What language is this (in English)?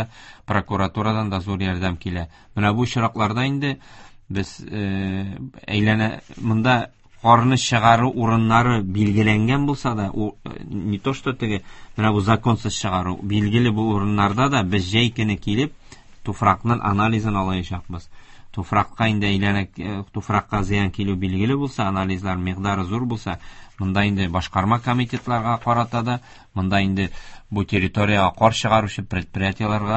Tatar